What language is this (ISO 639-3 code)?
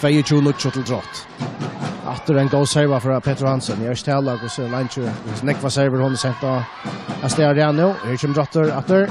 fao